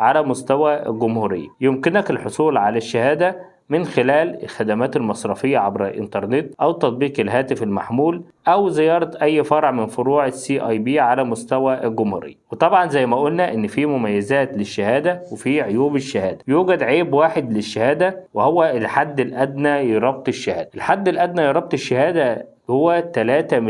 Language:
Egyptian Arabic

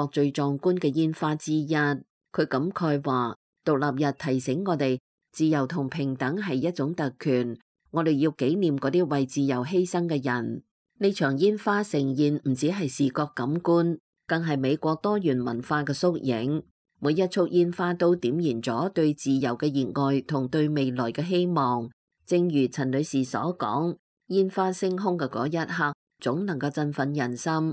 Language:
Cantonese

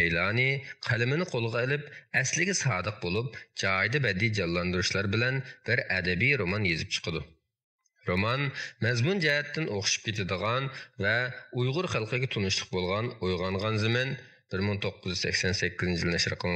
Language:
Uyghur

